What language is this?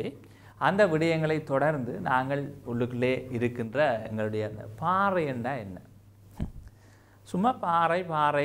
Tamil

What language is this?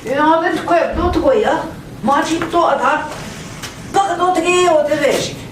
Central Ojibwa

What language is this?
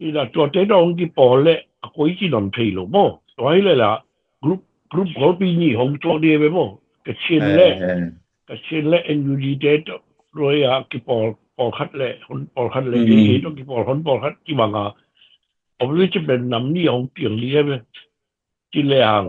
Tedim Chin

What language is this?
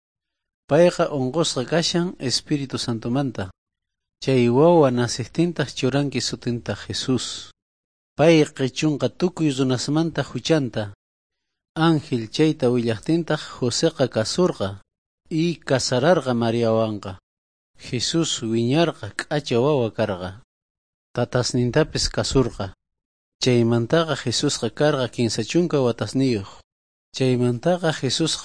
South Bolivian Quechua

